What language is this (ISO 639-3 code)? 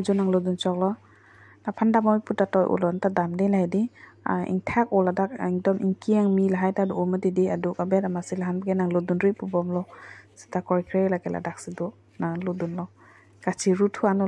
mjw